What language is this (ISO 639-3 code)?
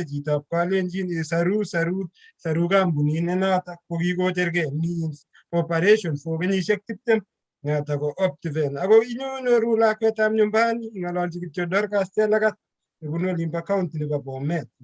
kln